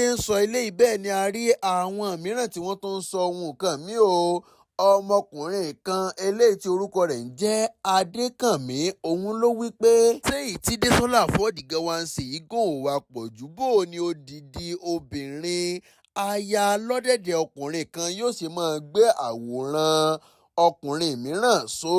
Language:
Yoruba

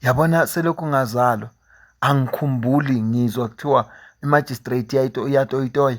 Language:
Zulu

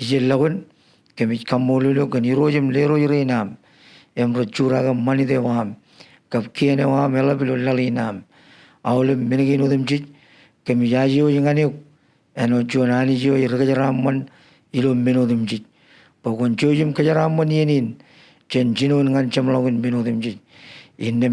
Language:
Marshallese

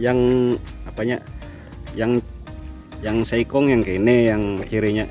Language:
Banjar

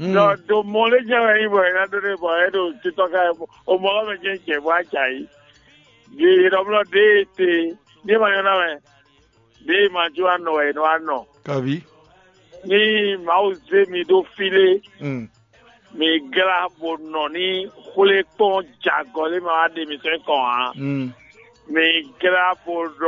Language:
Fon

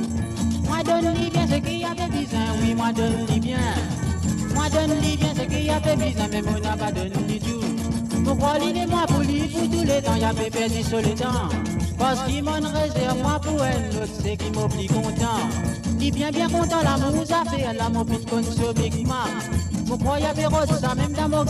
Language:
Morisyen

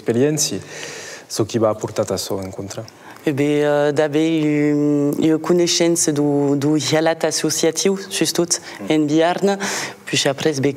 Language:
Occitan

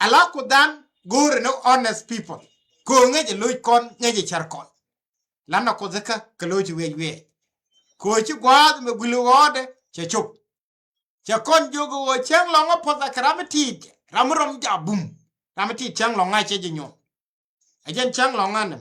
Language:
Nuer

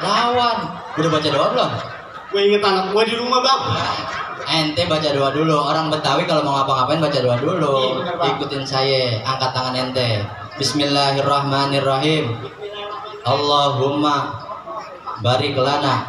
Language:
Betawi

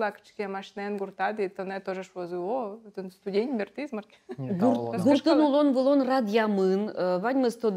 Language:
Udmurt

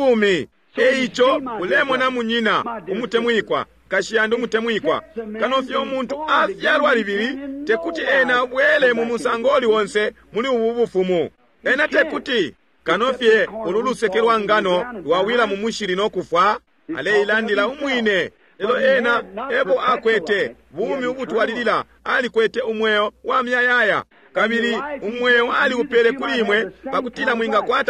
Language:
Bemba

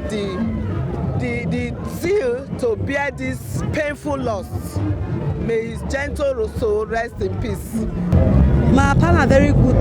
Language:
Nigerian Pidgin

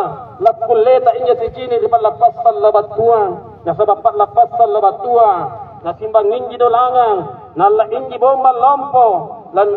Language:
Makasar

